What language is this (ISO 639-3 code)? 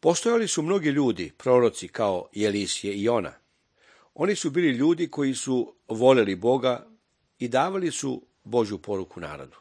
srp